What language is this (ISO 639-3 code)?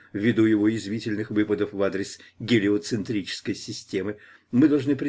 rus